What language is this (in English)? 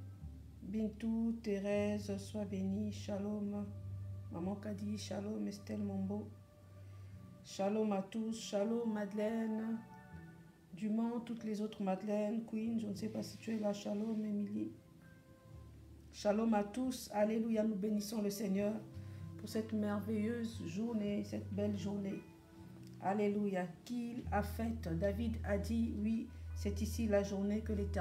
French